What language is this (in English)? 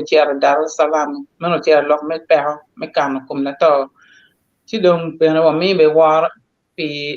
Acoli